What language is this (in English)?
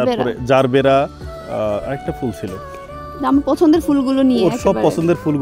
Bangla